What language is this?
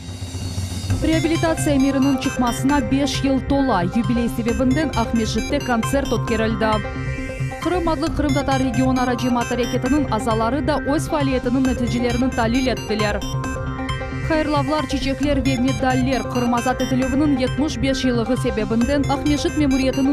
Crimean Tatar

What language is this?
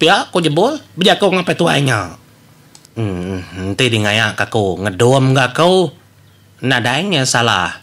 Iban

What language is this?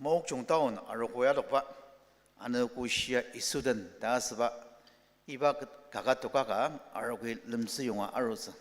Ao Naga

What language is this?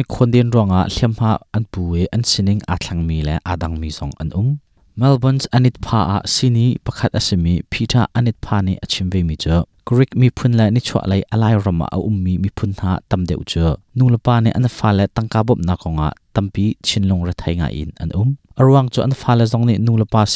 Hakha Chin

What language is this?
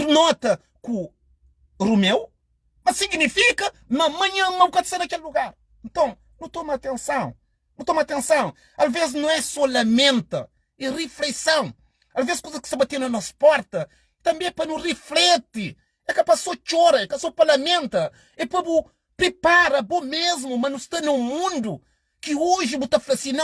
Kabuverdianu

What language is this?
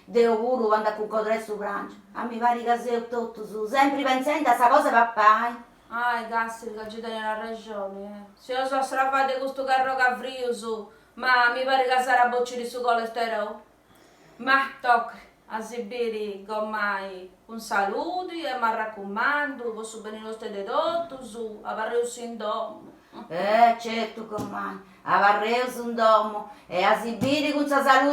Sardinian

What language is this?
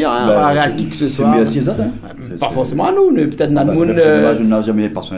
Réunion Creole French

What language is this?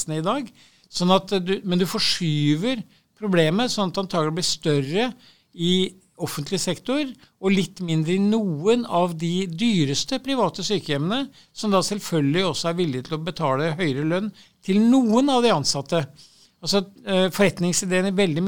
Norwegian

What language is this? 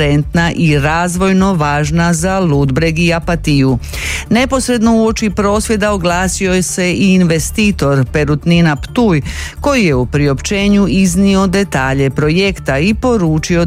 Croatian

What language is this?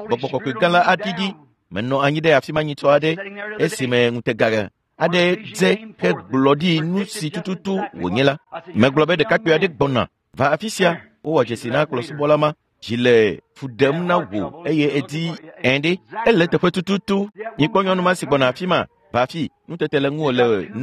Ewe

